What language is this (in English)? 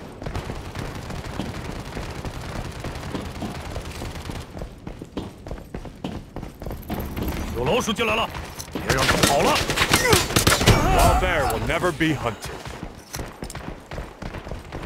English